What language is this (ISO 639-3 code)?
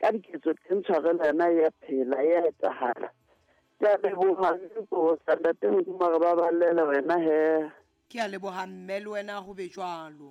sot